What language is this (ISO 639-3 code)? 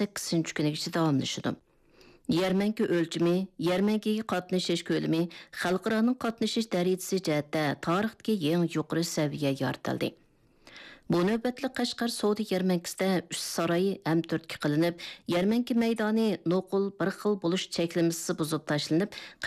uig